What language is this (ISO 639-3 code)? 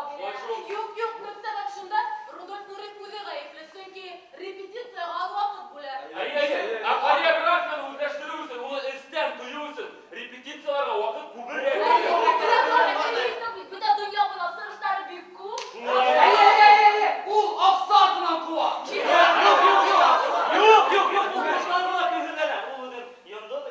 bak